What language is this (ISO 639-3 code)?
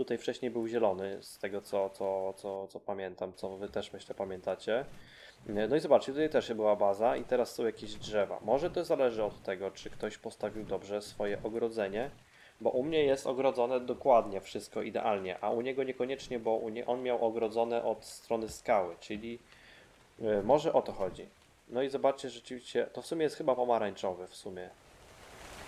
pol